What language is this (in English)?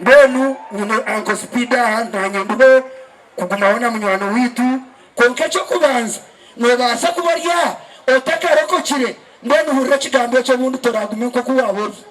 Nyankole